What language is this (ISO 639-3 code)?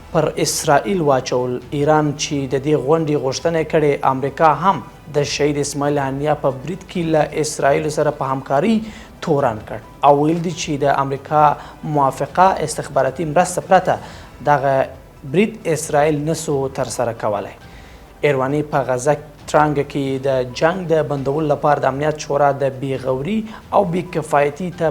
pus